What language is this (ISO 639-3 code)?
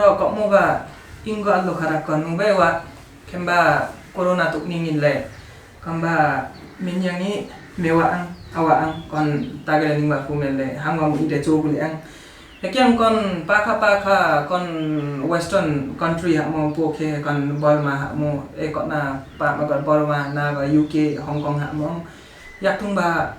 lif